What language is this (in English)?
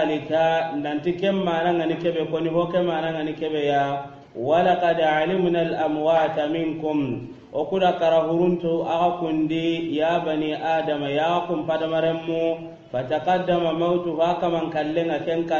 Soninke